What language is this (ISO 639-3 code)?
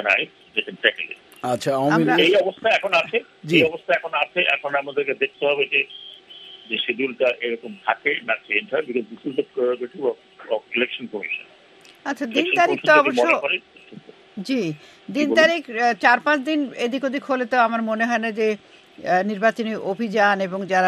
ben